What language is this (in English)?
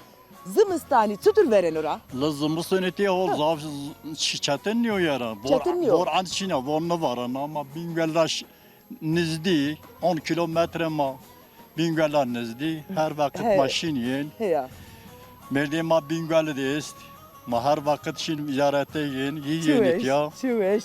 Zaza